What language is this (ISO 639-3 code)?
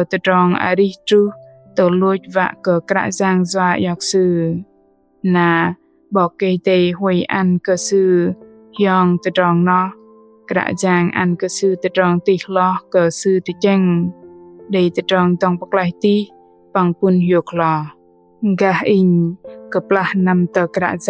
bdq